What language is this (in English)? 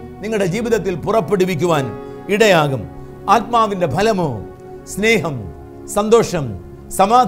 Malayalam